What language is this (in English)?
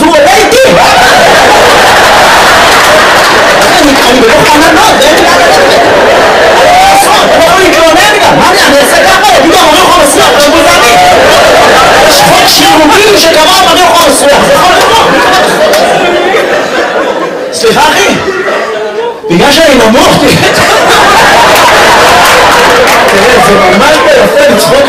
Hebrew